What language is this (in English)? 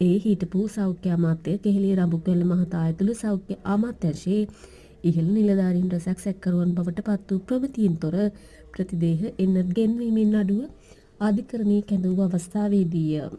Sinhala